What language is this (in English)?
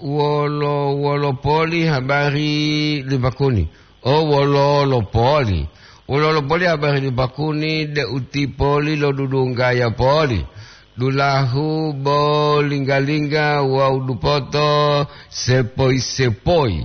Gorontalo